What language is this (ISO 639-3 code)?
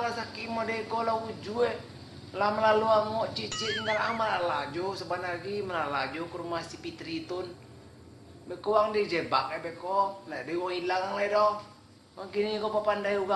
min